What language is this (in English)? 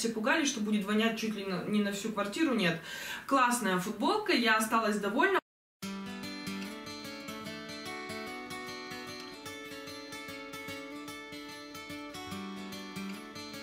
Russian